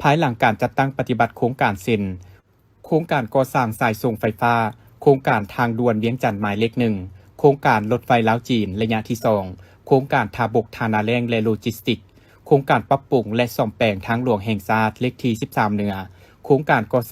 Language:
Lao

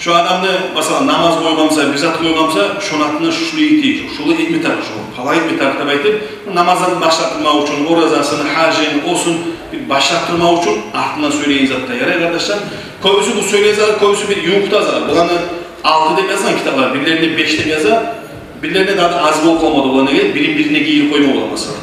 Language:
Kumyk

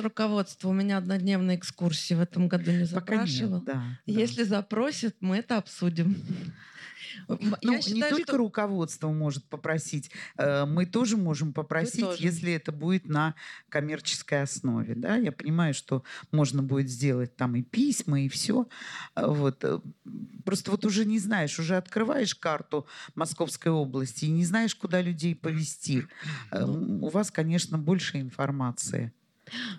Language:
Russian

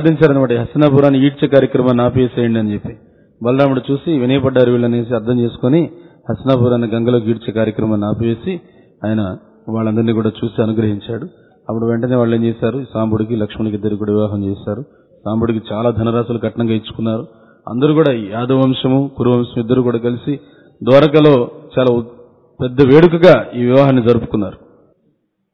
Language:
Telugu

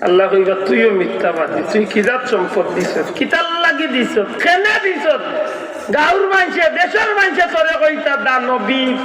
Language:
Sylheti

